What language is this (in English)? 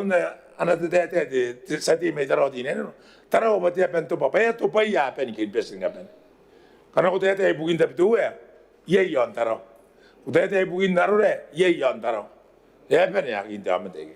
Gilbertese